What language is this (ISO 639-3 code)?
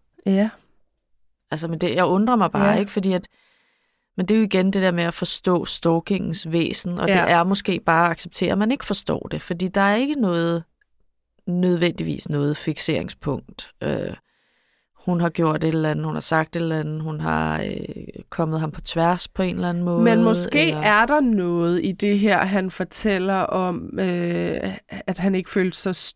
dan